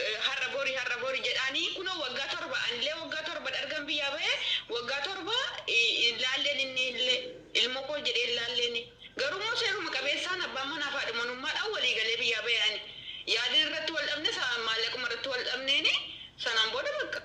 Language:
Oromo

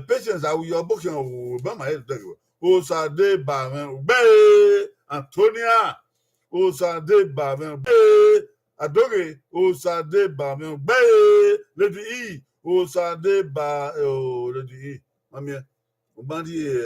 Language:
Bini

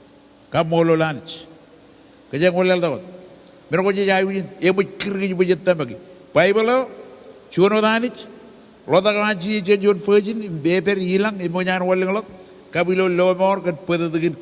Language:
Marshallese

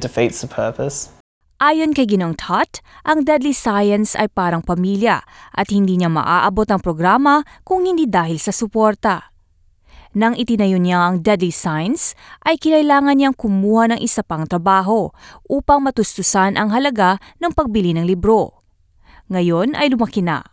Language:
Filipino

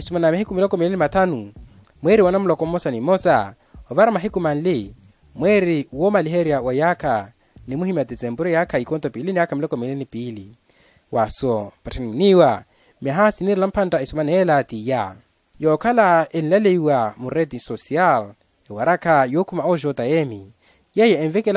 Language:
Makhuwa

